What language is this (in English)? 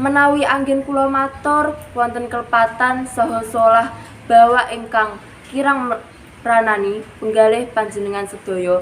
Javanese